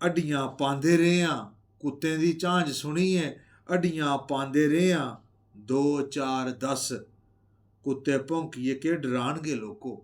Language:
Dogri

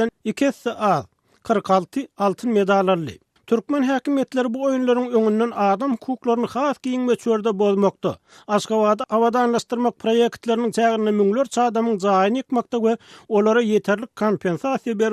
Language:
Turkmen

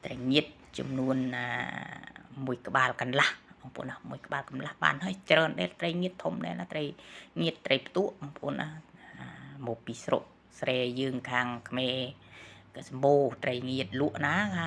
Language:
Khmer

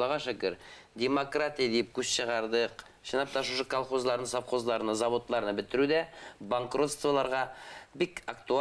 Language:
Bashkir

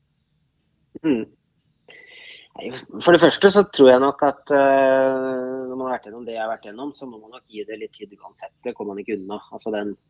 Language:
Norwegian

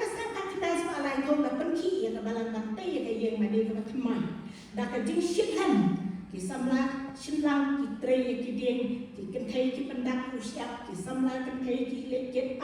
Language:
Khasi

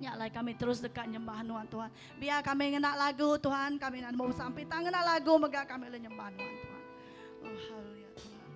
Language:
Iban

